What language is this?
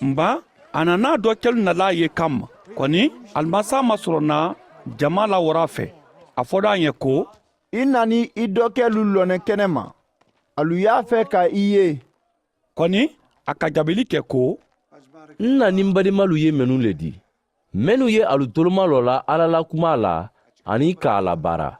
Mandingo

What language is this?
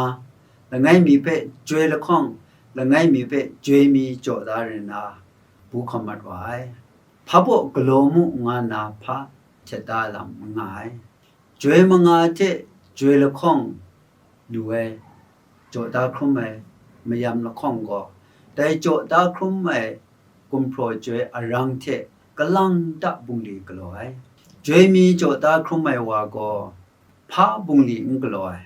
Kachin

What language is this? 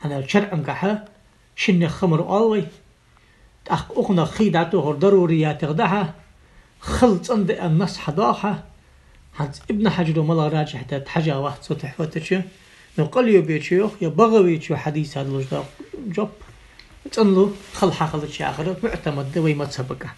Ingush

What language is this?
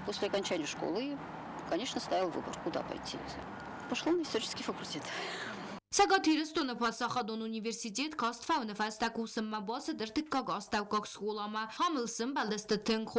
Ossetic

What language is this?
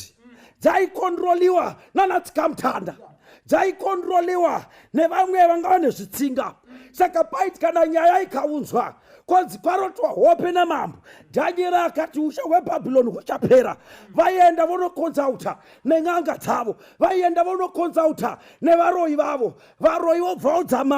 Shona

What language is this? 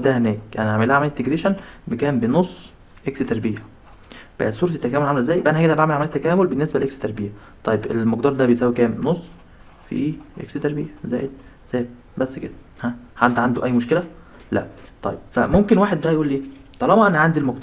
Egyptian Arabic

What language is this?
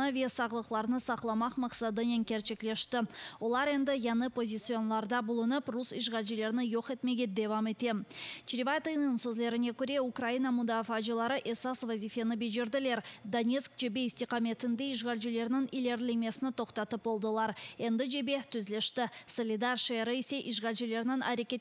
Crimean Tatar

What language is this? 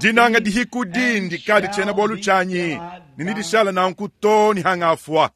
Luba-Lulua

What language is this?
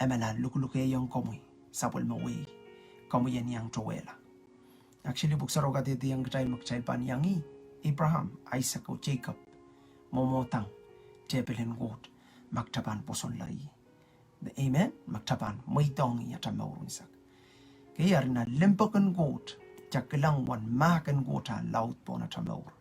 Pohnpeian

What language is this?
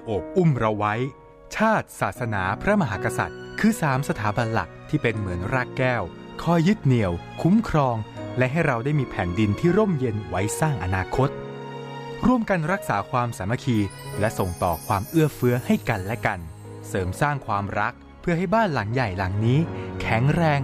Thai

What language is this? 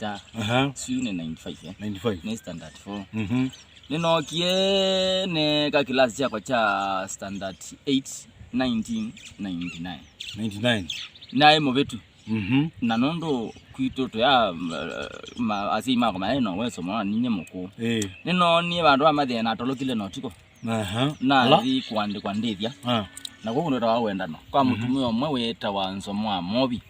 Kamba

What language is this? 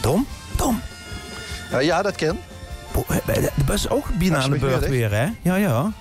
Limburgish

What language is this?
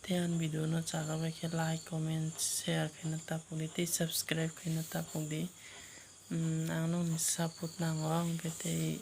Kok Borok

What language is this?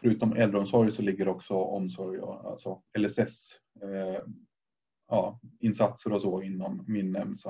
Swedish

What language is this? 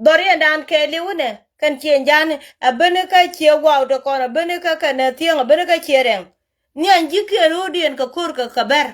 Nuer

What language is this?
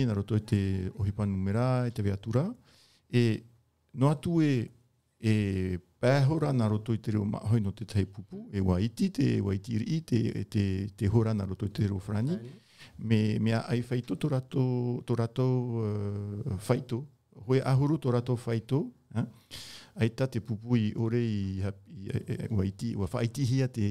Tahitian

